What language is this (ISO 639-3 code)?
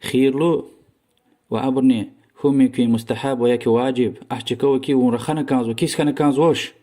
lez